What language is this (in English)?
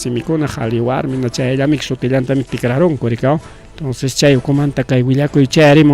Ayacucho Quechua